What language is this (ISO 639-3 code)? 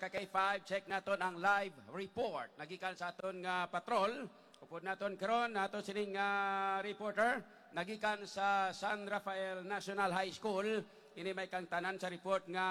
hil